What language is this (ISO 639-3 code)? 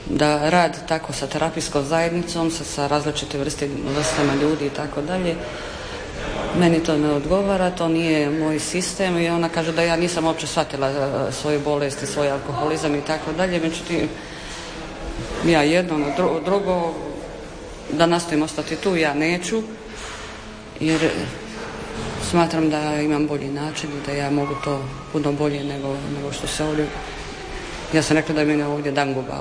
hrv